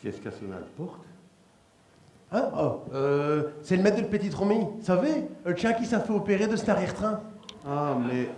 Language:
Picard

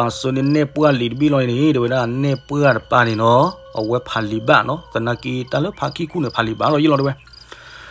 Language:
S'gaw Karen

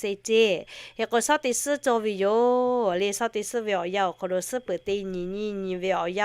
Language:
Lahu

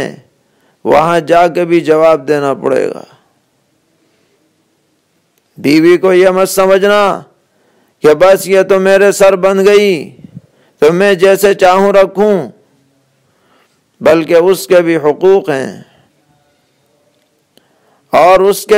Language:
Urdu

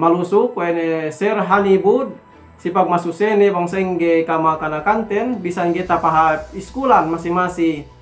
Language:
Yakan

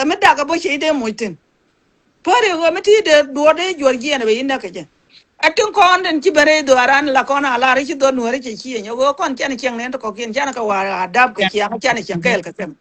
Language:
Nuer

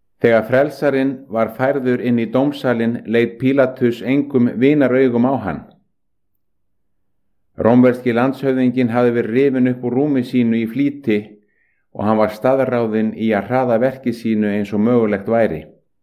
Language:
Icelandic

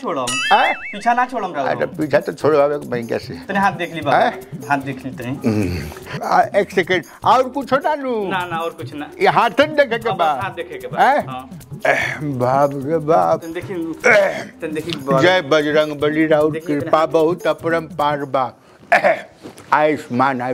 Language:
Bhojpuri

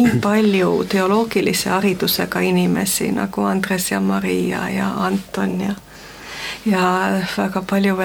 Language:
Estonian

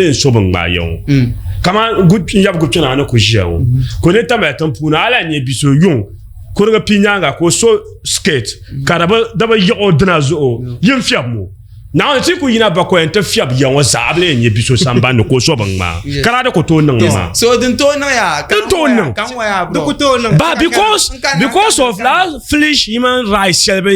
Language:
Dagbani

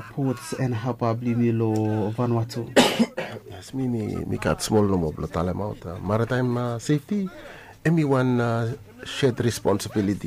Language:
Bislama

